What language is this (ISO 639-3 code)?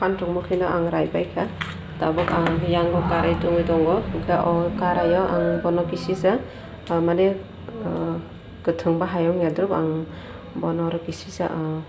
trp